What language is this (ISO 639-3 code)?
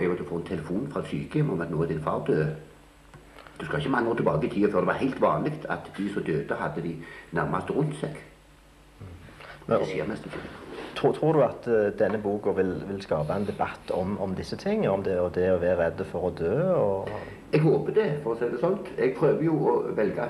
nor